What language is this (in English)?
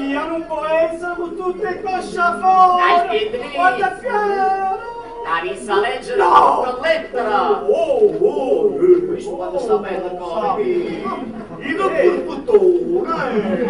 Neapolitan